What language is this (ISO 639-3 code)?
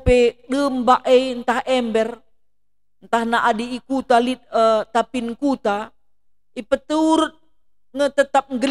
btx